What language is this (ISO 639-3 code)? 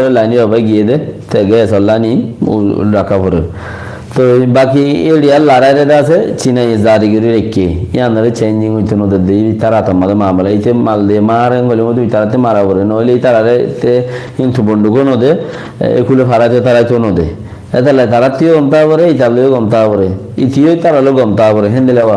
rhg